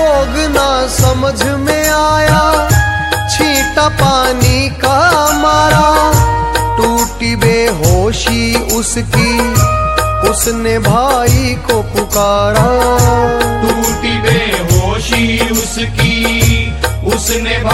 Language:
Haryanvi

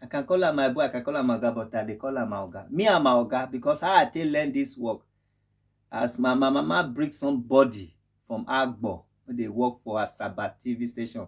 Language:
Nigerian Pidgin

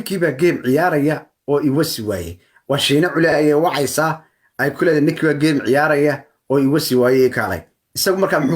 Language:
Somali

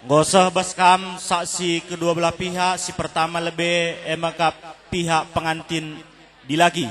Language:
Batak Karo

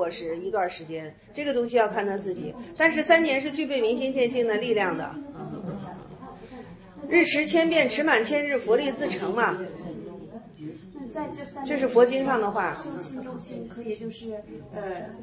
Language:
Chinese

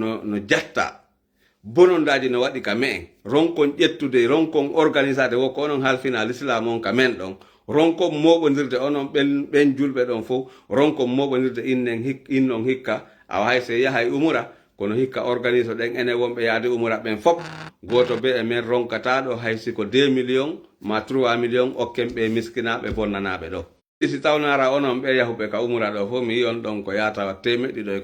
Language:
Fula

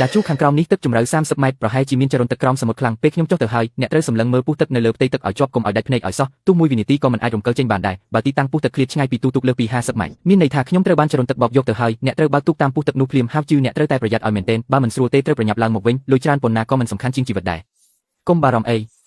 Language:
Khmer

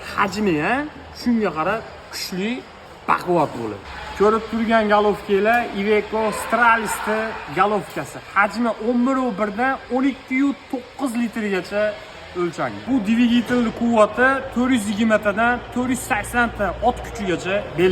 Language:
Uzbek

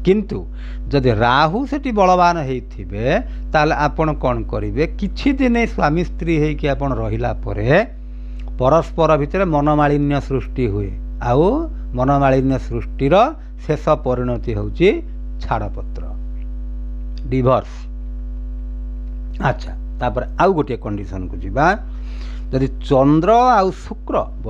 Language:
Odia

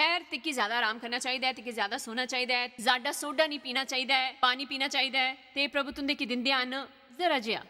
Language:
Dogri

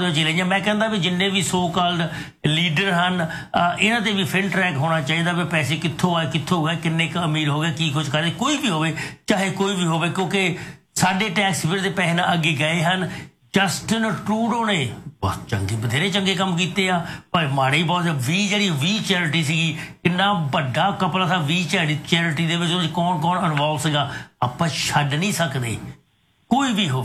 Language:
Punjabi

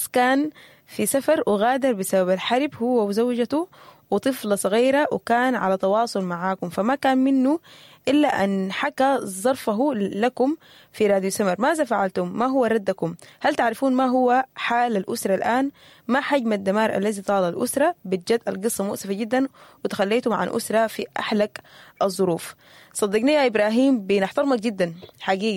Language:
Sudanese Arabic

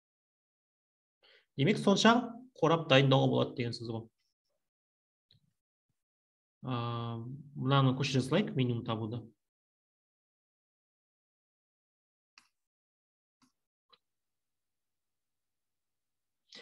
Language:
Kazakh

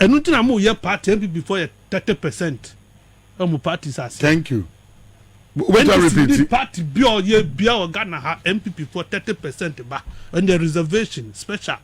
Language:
Akan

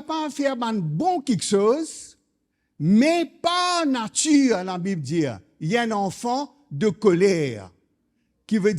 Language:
Morisyen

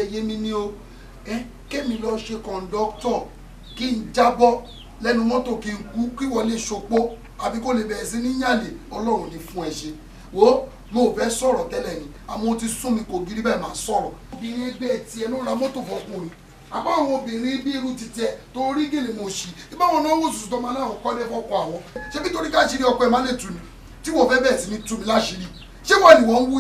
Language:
Yoruba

